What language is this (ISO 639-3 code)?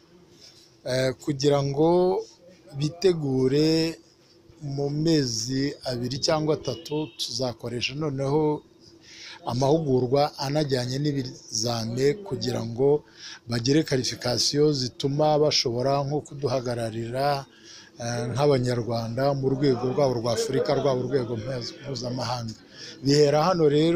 kin